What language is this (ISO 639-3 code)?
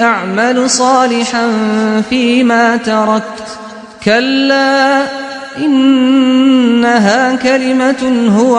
ckb